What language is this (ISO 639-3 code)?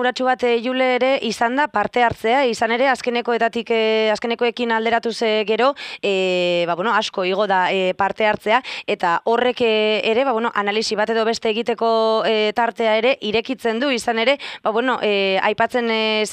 eus